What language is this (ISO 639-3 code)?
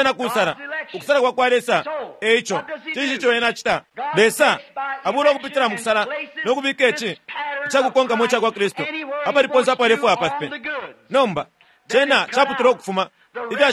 bem